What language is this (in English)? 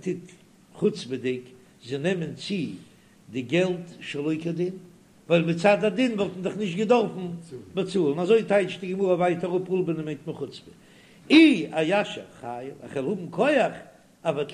Yiddish